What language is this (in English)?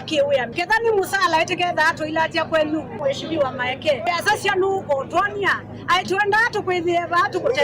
Kamba